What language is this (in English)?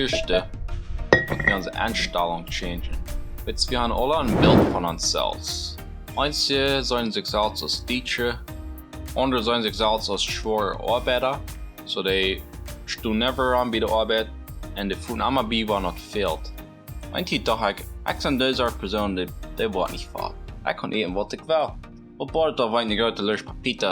Plautdietsch